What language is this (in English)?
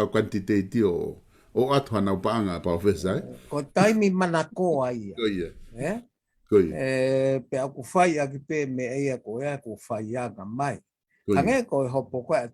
Tongan